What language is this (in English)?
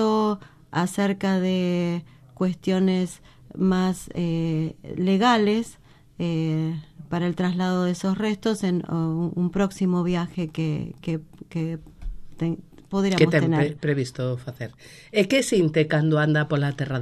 Galician